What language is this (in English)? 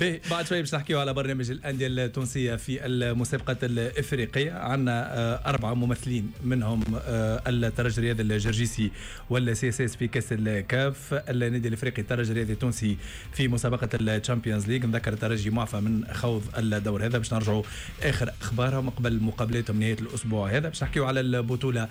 Tunisian Arabic